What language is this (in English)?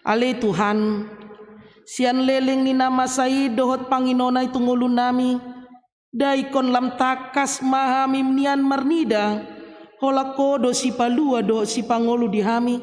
Batak Toba